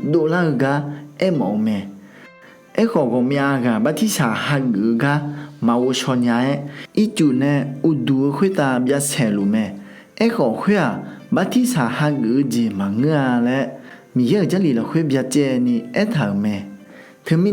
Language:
Akha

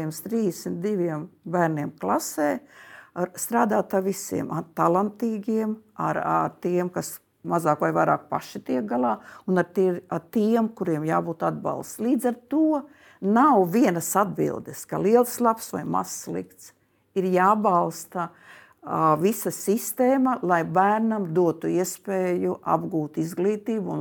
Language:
Latvian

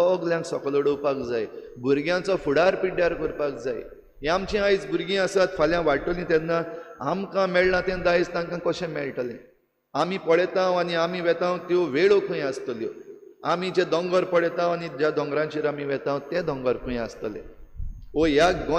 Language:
Konkani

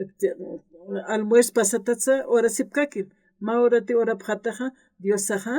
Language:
Aymara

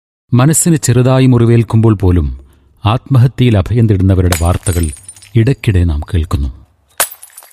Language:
Malayalam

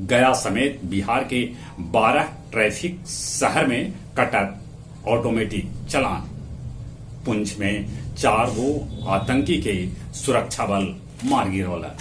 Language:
Magahi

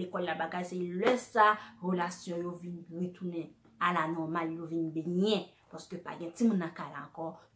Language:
Haitian Creole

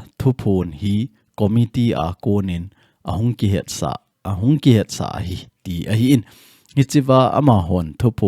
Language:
Thado Chin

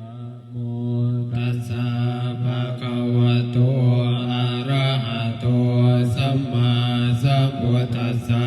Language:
Pali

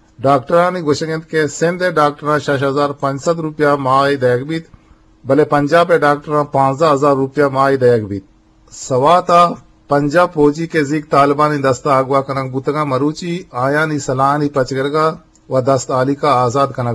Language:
Eastern Balochi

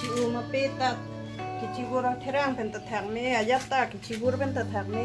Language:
Karbi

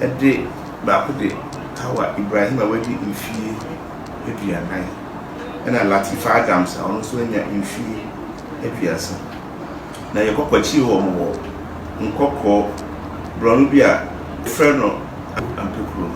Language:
Akan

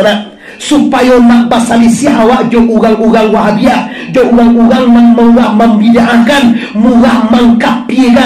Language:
Minangkabau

